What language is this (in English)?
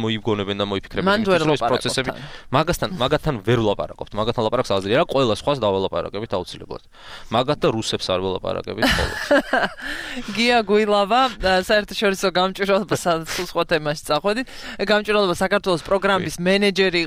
Georgian